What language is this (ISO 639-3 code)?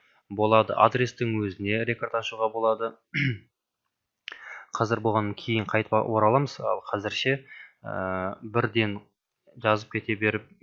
kaz